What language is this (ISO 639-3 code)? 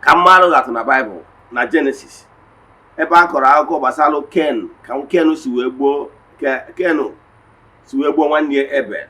ibo